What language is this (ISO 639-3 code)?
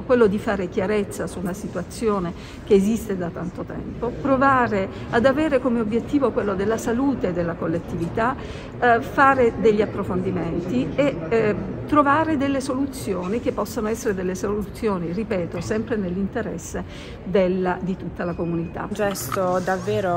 ita